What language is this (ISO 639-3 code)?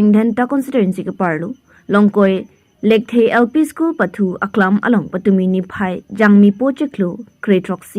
mjw